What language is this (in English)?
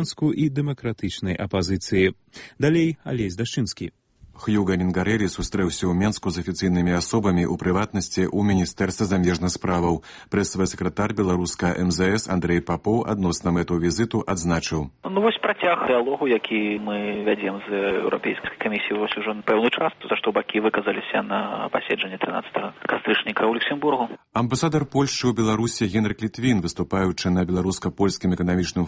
Belarusian